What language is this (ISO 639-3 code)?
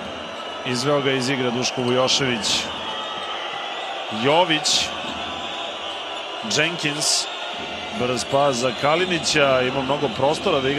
srp